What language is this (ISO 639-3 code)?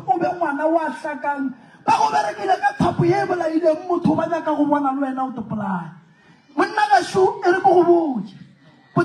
nso